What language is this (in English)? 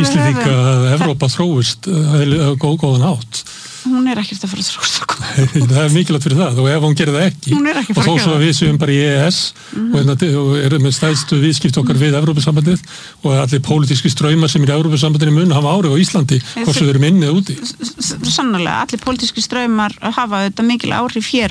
Icelandic